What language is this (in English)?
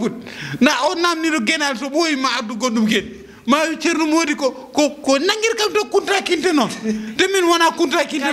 Fula